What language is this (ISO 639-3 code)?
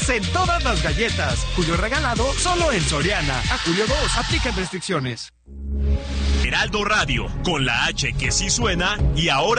spa